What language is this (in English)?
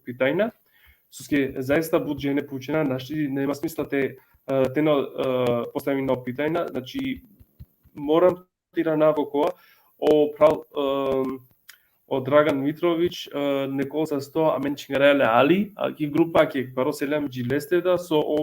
Balkan Romani